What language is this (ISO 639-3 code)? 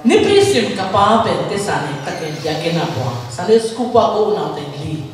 ctd